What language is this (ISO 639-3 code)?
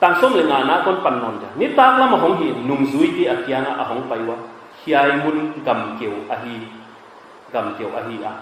pck